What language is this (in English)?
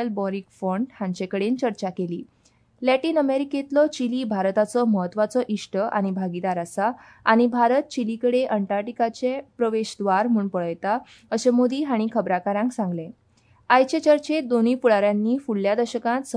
Konkani